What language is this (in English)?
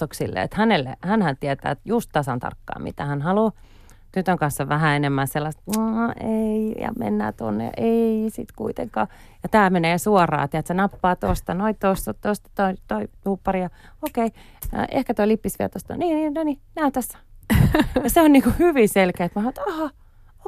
Finnish